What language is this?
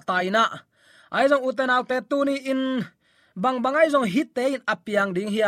Tedim Chin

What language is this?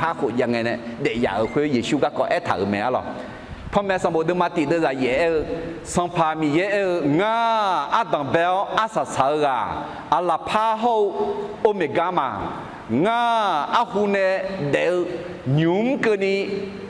Akha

